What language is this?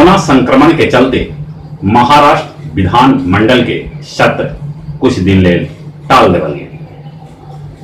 Magahi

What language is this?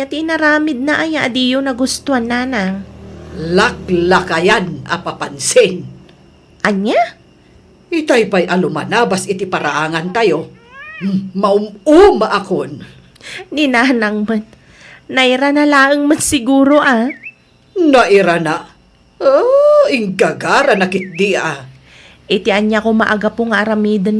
Iloko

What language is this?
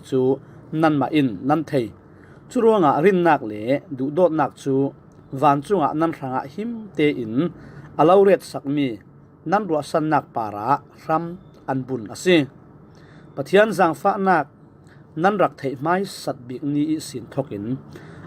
Falam Chin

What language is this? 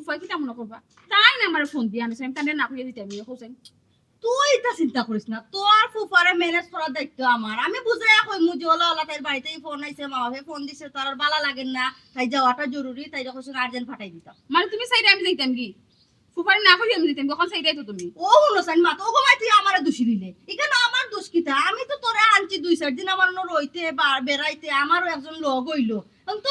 Sylheti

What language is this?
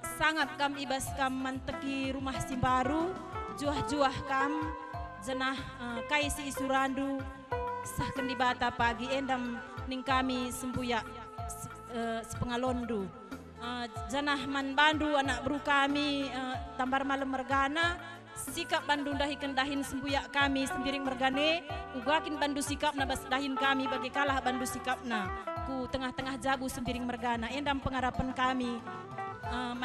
Batak Karo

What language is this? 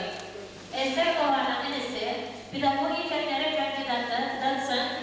Tatar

